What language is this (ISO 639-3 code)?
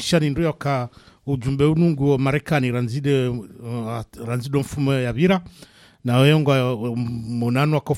swa